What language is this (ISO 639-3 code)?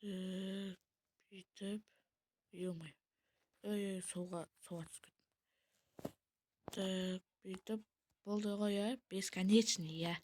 kaz